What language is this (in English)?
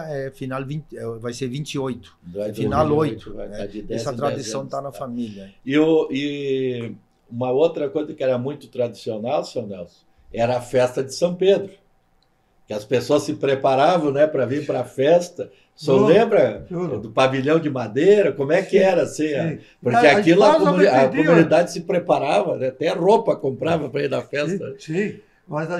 Portuguese